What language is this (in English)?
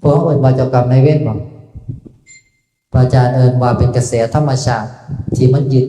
Northeastern Thai